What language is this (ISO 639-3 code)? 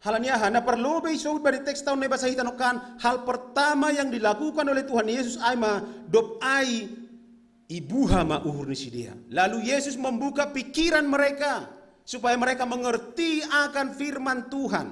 bts